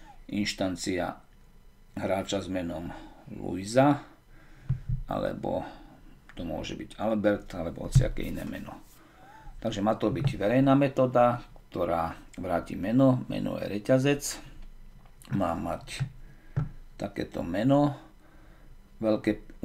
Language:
Slovak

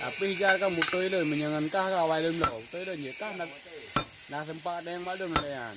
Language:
Achinese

